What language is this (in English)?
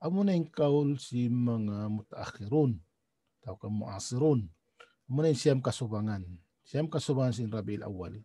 Tausug